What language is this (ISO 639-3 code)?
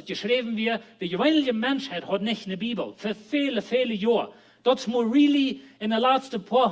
pdt